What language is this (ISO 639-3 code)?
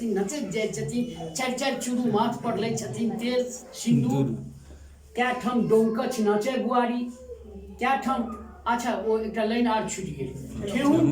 mai